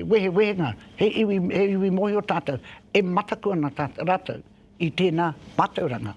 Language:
Māori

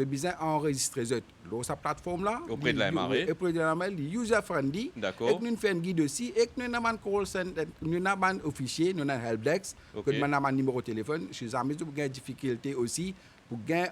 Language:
Morisyen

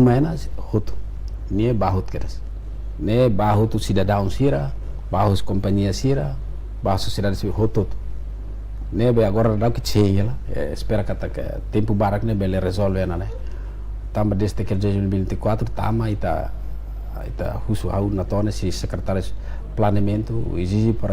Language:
Tetum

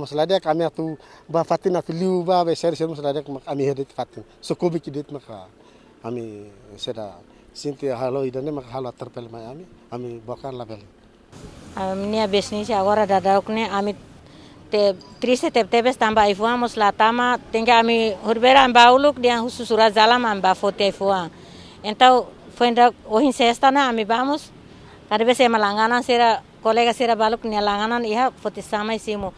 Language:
Tetum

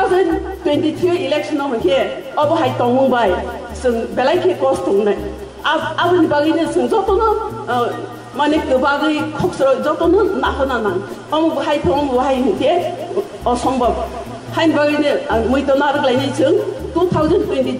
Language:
Riang (India)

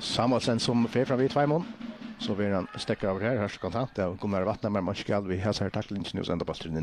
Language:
Faroese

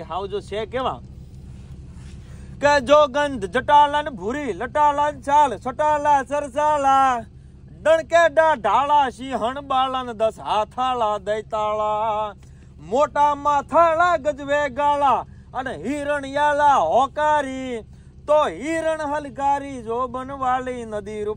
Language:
Gujarati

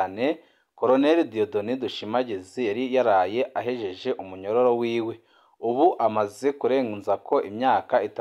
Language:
Rundi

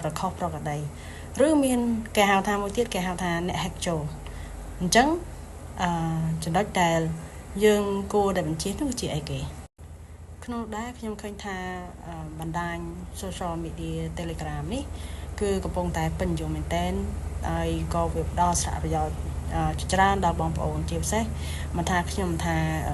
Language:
Khmer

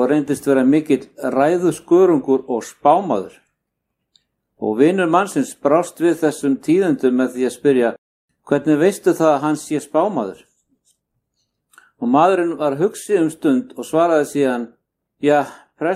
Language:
Icelandic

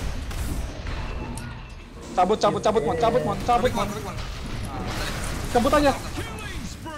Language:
Indonesian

